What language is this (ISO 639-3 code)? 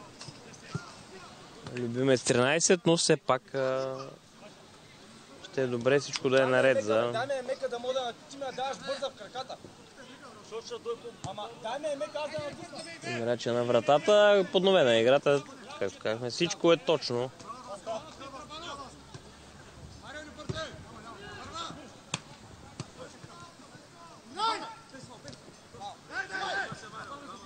bul